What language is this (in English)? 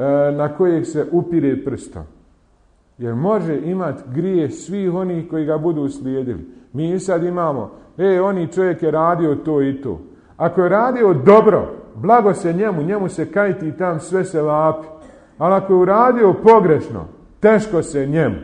Bosnian